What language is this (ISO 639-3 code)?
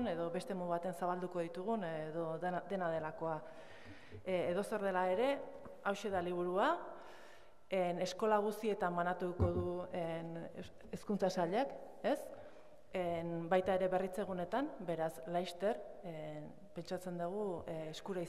eus